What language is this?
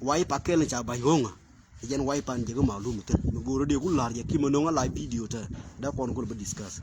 Nuer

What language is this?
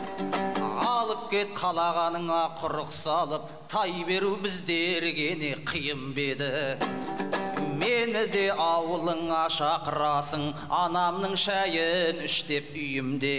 Kazakh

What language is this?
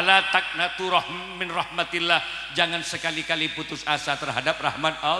Madurese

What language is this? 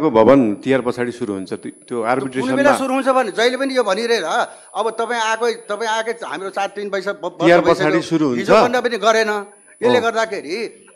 Nepali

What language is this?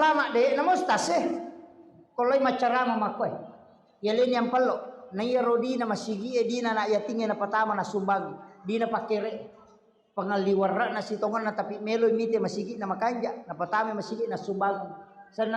Buginese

